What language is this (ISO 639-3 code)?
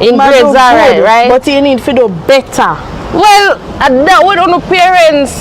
jam